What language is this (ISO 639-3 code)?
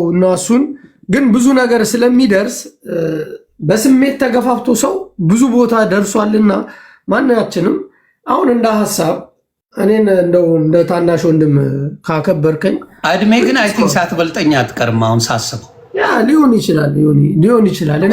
amh